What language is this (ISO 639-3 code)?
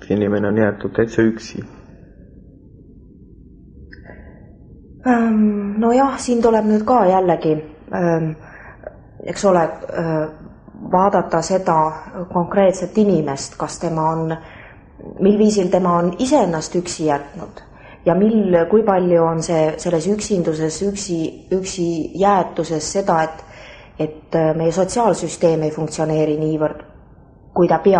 est